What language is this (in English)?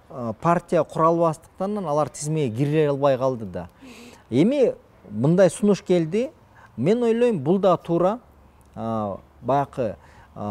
Kyrgyz